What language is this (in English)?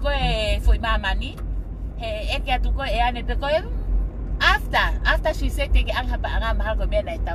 Tongan